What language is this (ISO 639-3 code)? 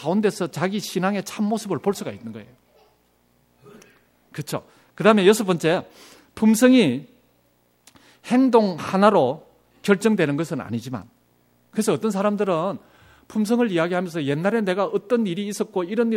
kor